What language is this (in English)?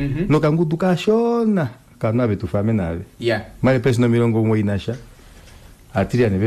Kuanyama